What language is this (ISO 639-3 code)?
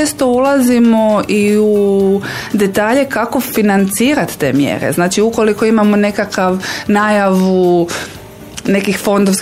hrv